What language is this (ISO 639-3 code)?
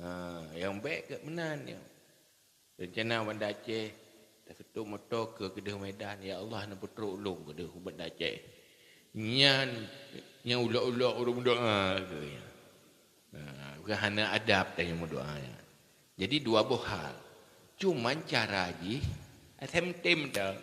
ace